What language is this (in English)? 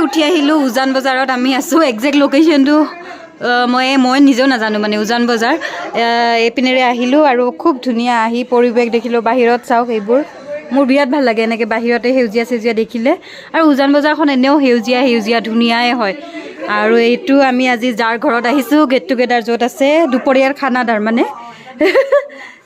Assamese